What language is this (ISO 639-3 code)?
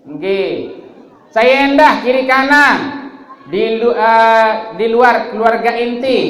sas